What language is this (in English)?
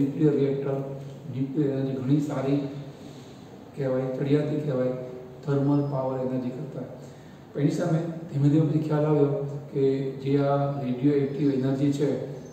Gujarati